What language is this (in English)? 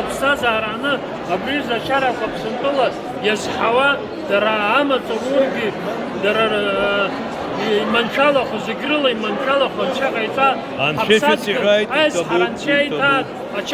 Abkhazian